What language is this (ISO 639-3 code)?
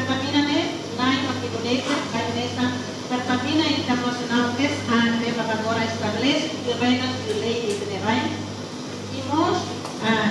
tet